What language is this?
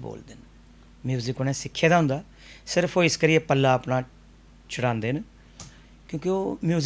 Dogri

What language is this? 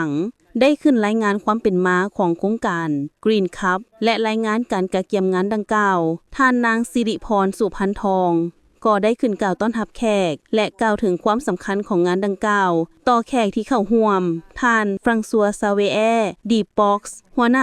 Lao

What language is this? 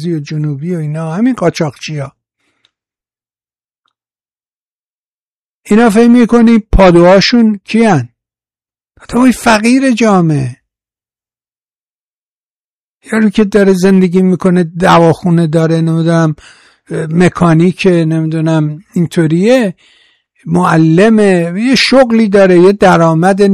Persian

